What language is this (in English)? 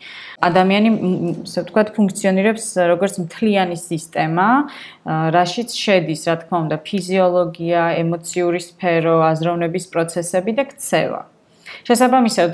Georgian